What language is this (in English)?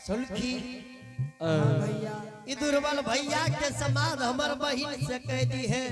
Angika